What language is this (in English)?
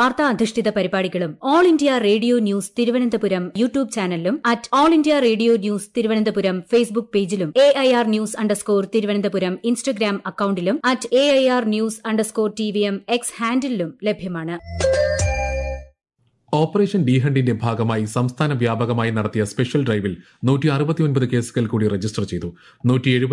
Malayalam